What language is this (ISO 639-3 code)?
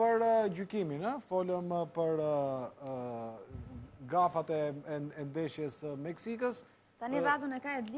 sqi